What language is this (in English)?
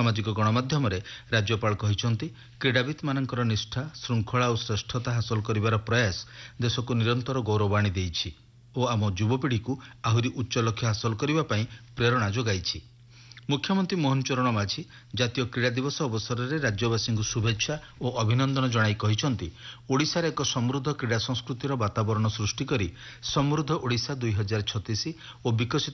Odia